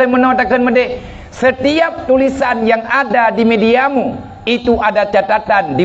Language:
Achinese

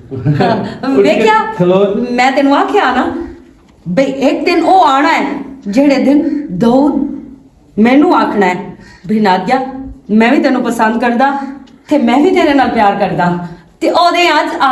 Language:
Western Panjabi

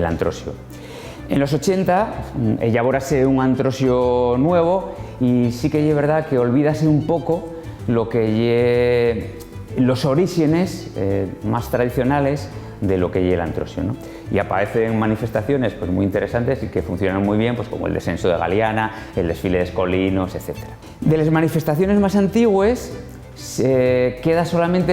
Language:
Asturian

